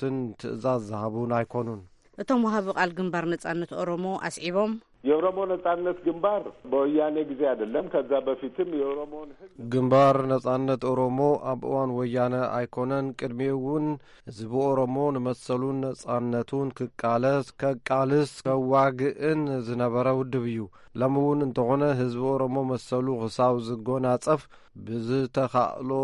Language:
Tigrinya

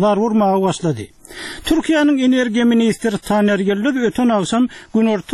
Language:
Turkmen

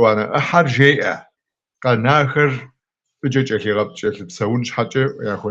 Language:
Kabardian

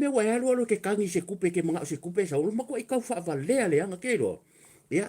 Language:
Samoan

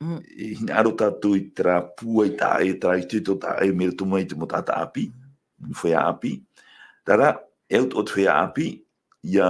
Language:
Tahitian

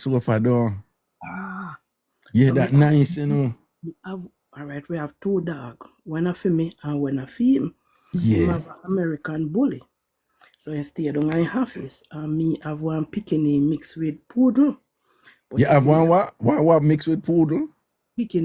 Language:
Jamaican Creole English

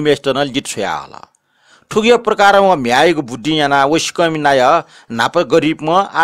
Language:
Newari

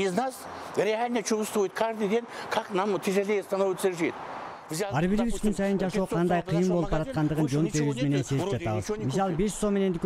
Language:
Kyrgyz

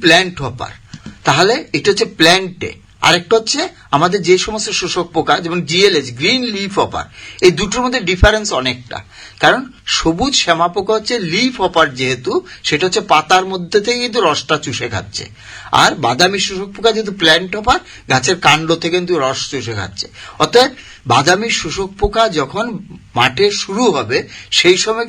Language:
Bangla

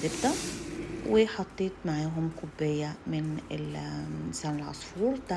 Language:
Egyptian Arabic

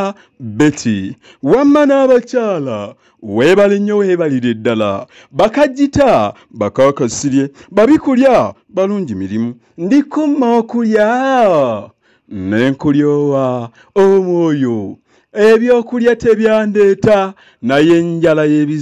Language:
Ganda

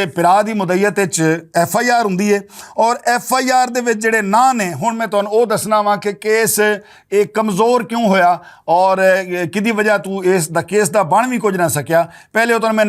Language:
Western Panjabi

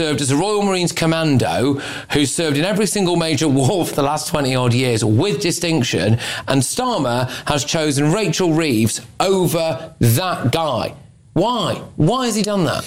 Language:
English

